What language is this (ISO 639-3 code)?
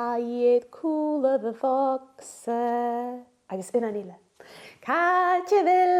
gla